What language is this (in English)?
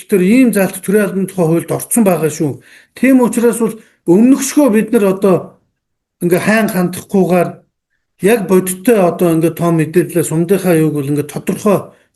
Mongolian